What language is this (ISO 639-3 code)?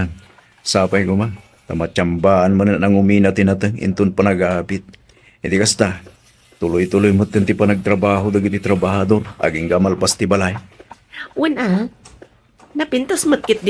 ilo